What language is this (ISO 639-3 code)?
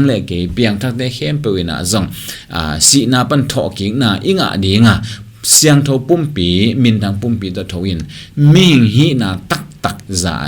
ctd